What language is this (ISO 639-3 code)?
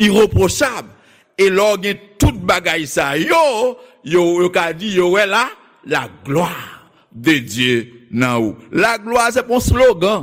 hat